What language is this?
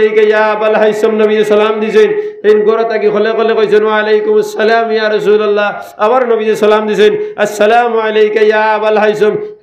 Sylheti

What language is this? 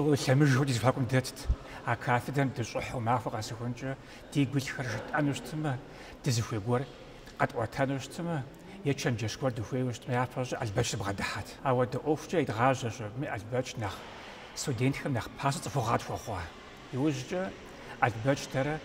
Kabardian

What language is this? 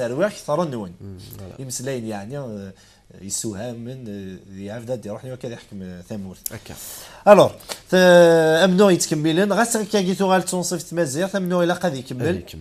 Kabyle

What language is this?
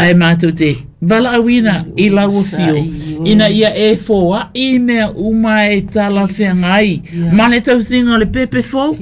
Samoan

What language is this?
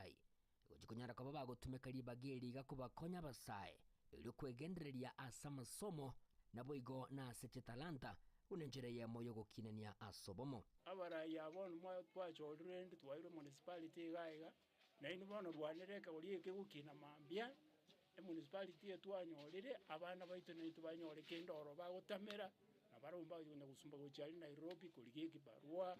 Gusii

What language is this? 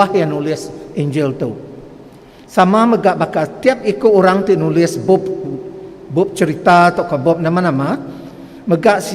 Iban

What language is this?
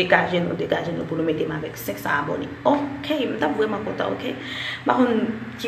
Haitian Creole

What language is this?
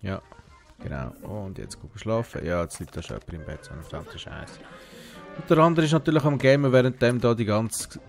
Swiss German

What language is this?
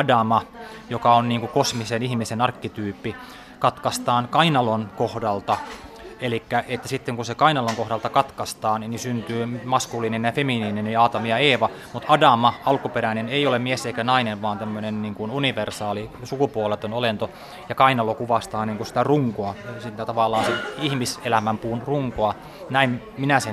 Finnish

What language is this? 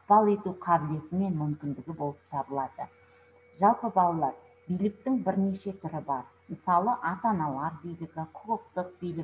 Kazakh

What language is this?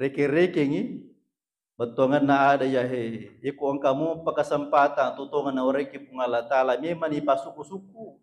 Buginese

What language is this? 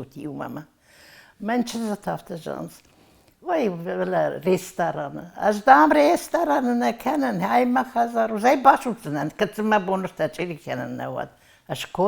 Ossetic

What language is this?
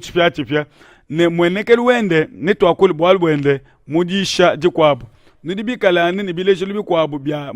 Luba-Lulua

